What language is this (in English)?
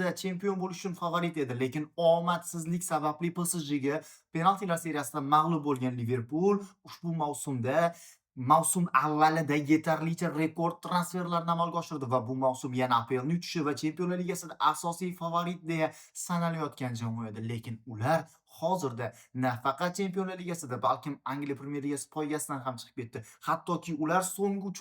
Uzbek